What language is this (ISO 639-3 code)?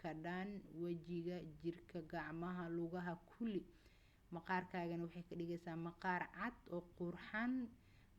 som